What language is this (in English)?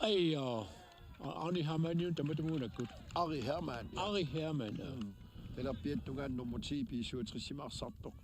Kalaallisut